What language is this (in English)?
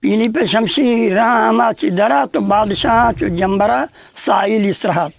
Eastern Balochi